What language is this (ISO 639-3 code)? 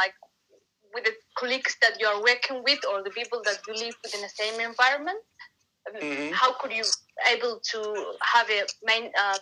eng